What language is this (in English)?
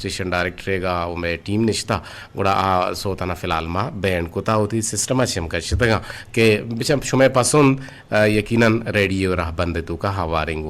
Eastern Balochi